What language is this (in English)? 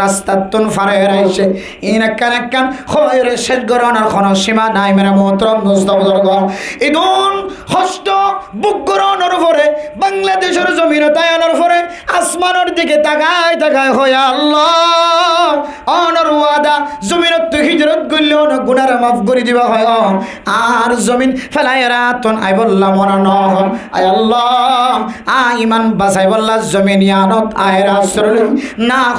Rohingya